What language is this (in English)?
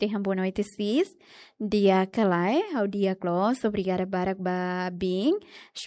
Tetum